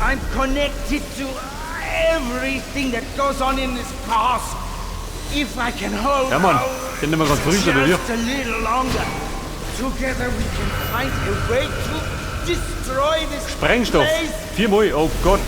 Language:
Bavarian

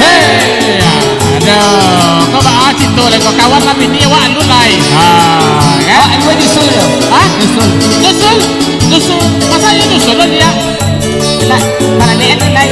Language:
Minangkabau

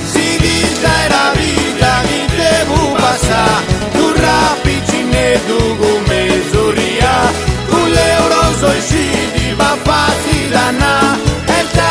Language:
Italian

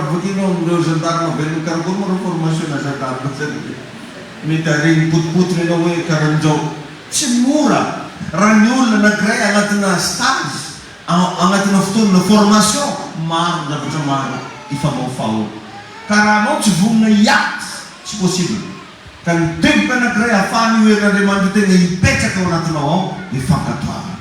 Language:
Malagasy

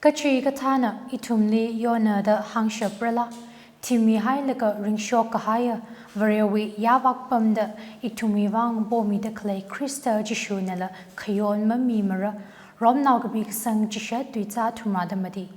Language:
Tangkhul Naga (India)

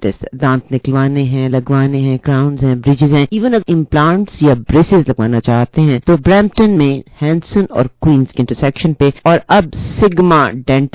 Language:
Urdu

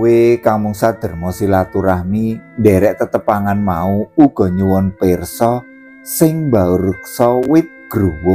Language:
Javanese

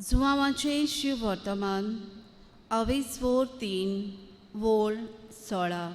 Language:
Konkani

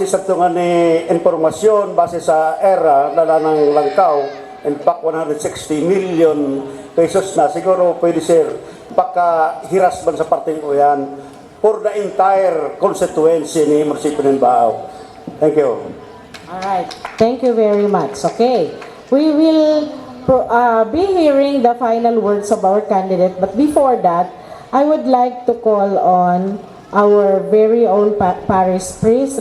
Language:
Bikol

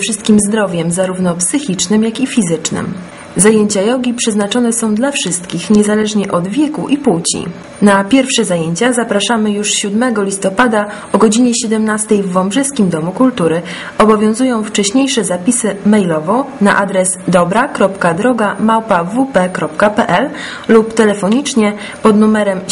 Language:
Polish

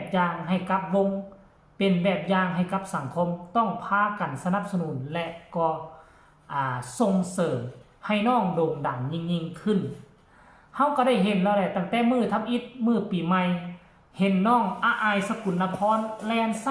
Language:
Northeastern Thai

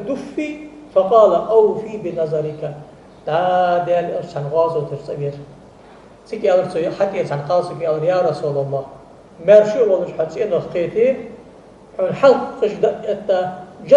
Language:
Ingush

